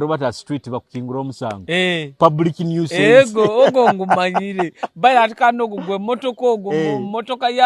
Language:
Nyoro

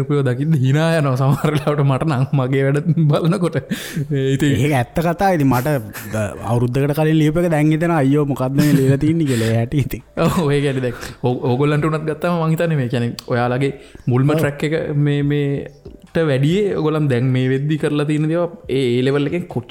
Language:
Sinhala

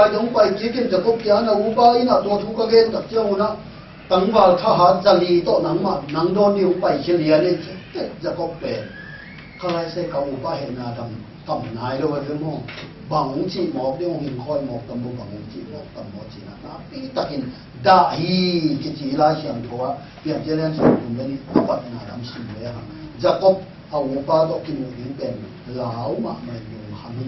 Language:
Tedim Chin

